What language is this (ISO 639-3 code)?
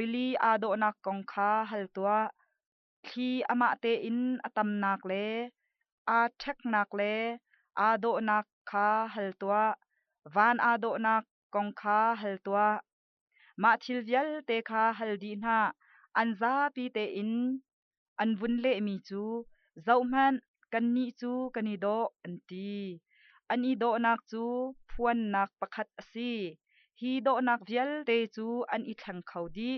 cnh